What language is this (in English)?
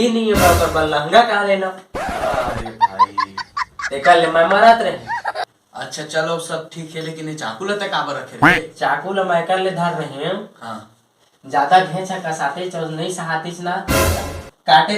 Chhattisgarhi